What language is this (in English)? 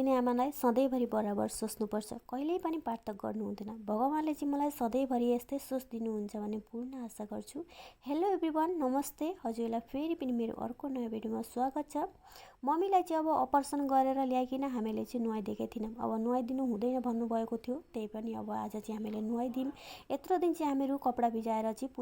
Nepali